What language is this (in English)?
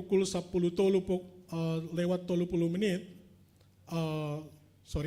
Batak Simalungun